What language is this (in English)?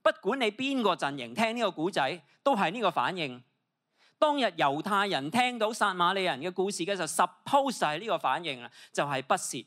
Cantonese